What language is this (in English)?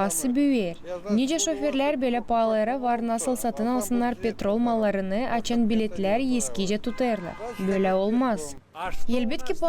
Gagauz